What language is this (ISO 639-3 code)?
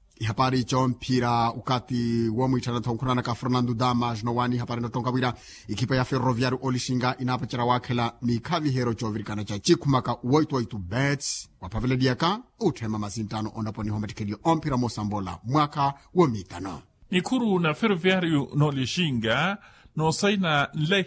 vmw